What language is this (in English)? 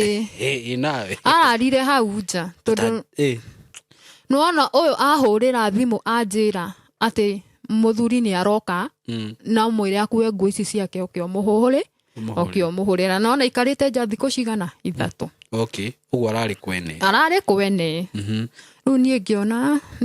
Kikuyu